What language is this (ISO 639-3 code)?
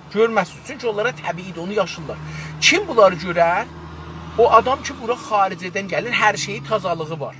azb